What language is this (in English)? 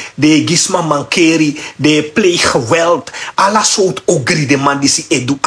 Sranan Tongo